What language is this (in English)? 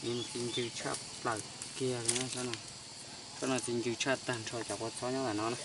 Hmong